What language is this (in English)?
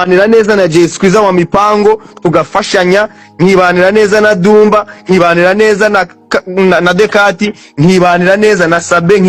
Kinyarwanda